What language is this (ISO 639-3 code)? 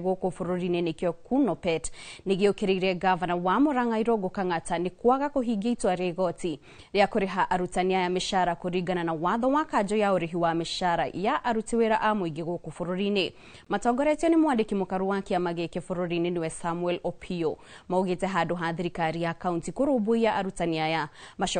kik